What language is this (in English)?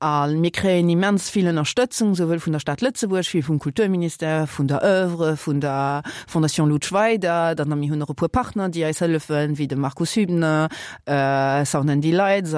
Luxembourgish